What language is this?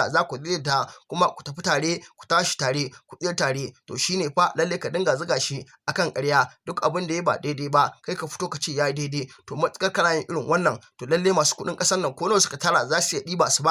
Hausa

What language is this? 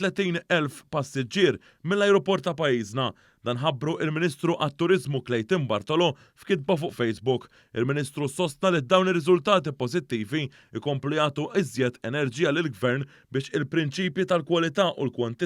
Maltese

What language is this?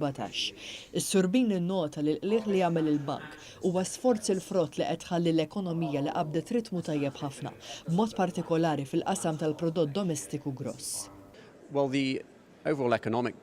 Maltese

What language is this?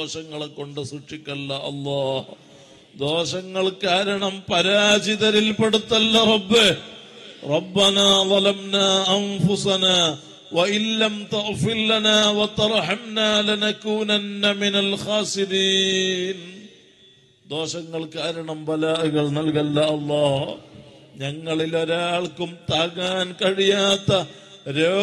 Malayalam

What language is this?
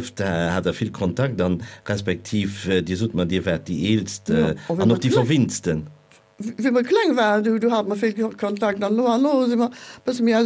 Luxembourgish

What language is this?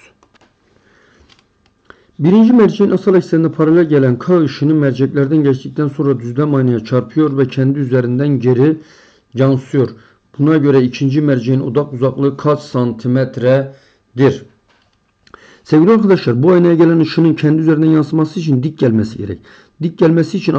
Turkish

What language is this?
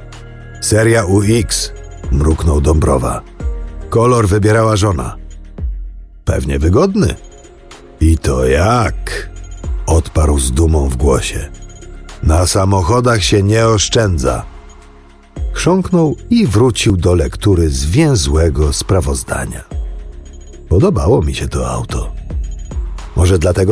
Polish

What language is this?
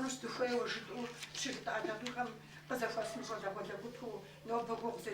Kabardian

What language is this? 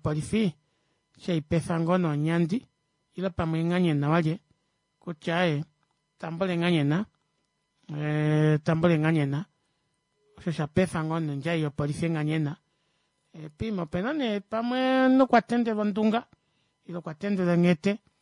Kuanyama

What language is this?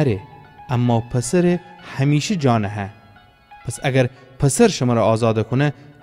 Gilaki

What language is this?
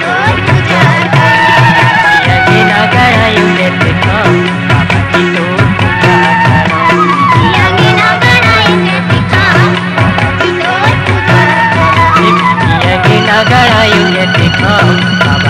Chhattisgarhi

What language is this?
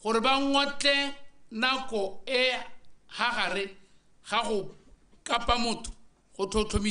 Tswana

